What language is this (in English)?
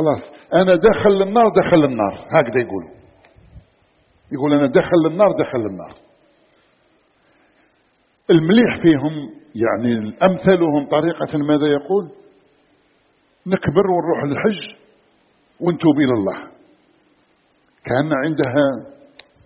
Arabic